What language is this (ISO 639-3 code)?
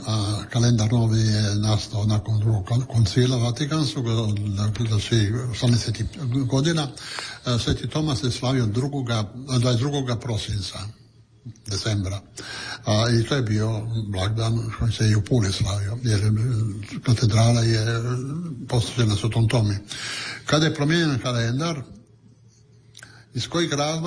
hrv